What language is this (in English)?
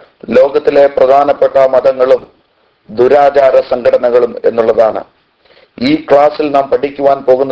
Malayalam